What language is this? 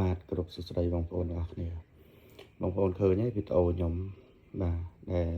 Khmer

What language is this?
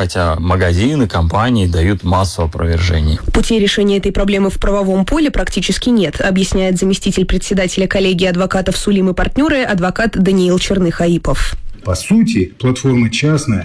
Russian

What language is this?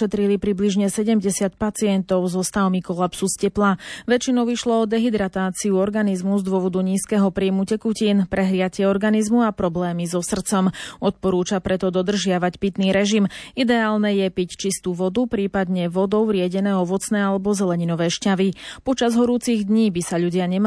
Slovak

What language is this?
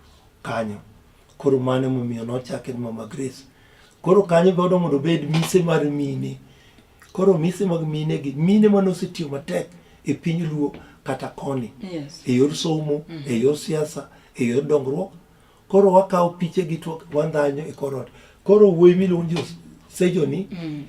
Luo (Kenya and Tanzania)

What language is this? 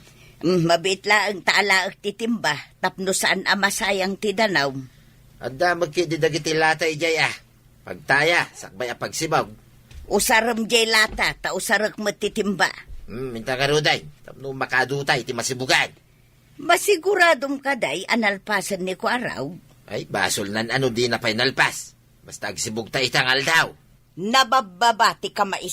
Iloko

